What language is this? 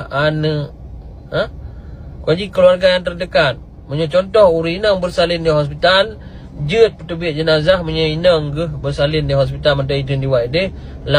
Achinese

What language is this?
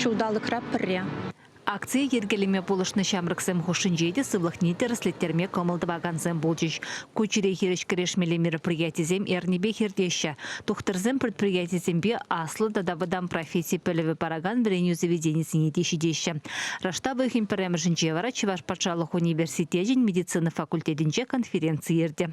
Chuvash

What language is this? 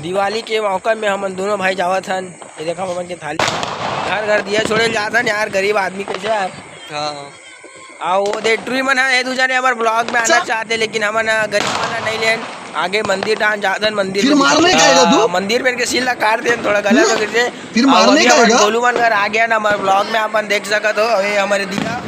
Chhattisgarhi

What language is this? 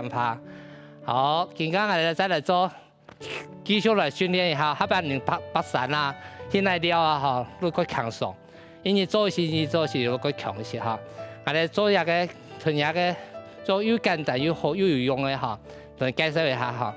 Hakka Chinese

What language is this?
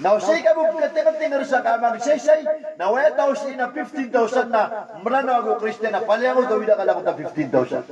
Maranao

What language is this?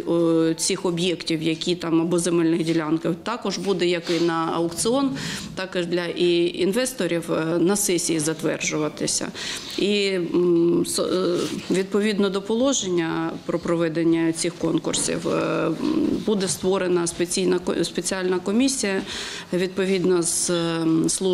Ukrainian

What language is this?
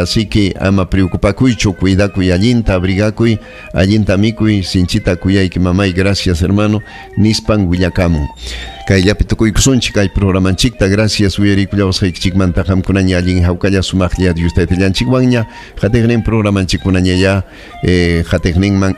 Ayacucho Quechua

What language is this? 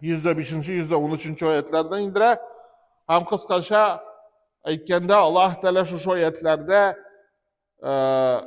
Tatar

